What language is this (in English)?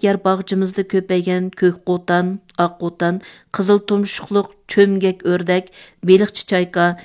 Uyghur